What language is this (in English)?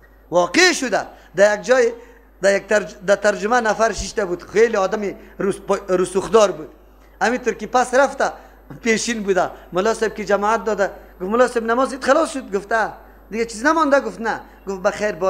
Persian